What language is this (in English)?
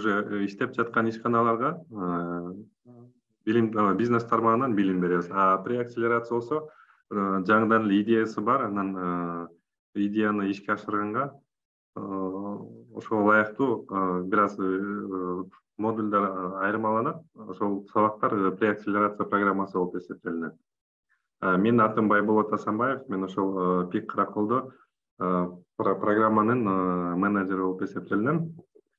Kyrgyz